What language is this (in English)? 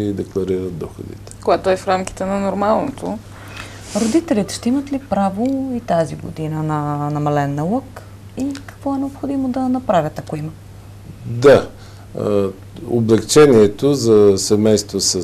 Bulgarian